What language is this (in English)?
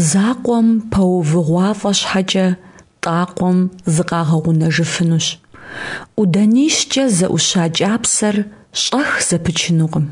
Kabardian